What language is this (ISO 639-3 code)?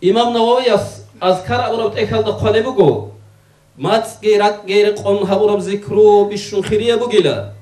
ava